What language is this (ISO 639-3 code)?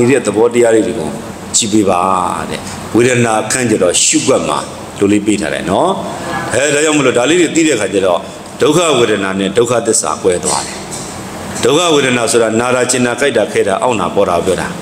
mya